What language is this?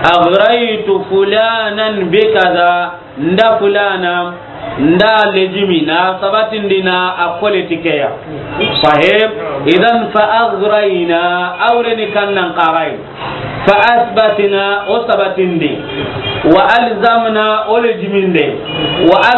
Soninke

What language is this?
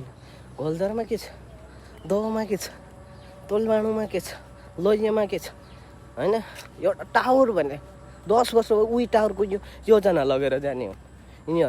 Nepali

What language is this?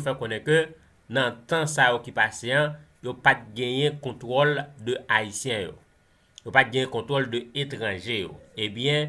Haitian Creole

